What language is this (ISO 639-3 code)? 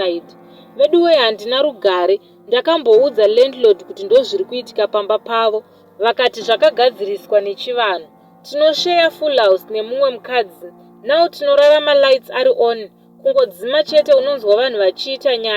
sna